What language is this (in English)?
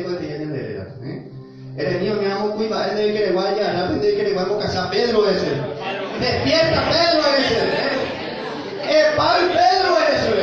Guarani